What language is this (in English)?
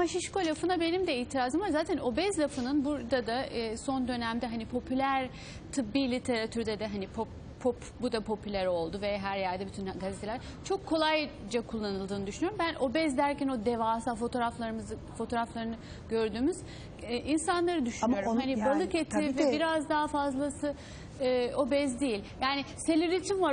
Turkish